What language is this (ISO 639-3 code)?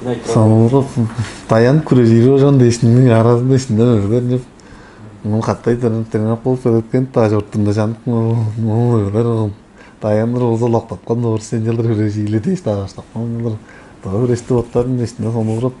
tyv